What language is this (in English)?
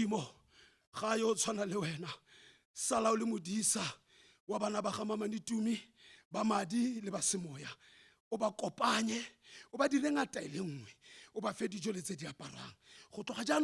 Tswana